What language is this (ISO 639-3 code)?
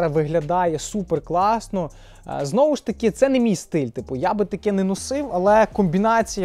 ukr